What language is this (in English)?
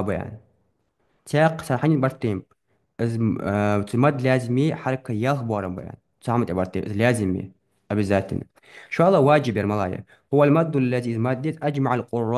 Ingush